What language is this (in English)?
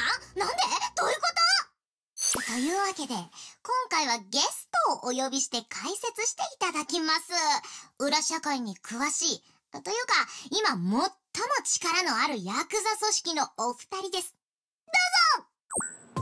Japanese